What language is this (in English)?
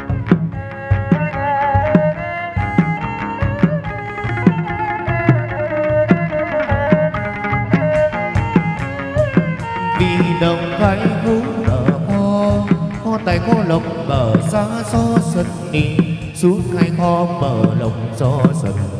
Vietnamese